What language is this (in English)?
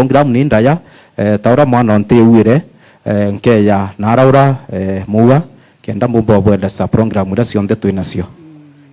Meru